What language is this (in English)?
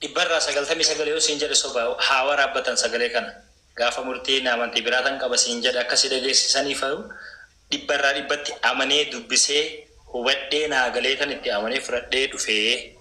Oromo